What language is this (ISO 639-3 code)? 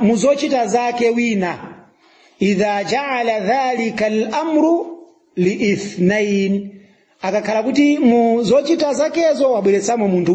nya